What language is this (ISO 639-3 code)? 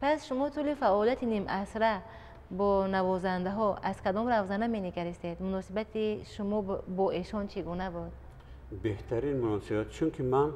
tgk